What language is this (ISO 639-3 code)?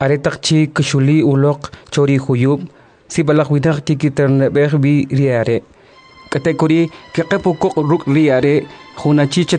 quc